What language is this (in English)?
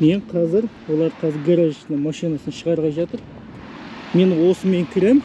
Kazakh